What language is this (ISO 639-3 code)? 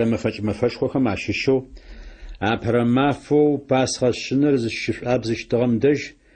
ady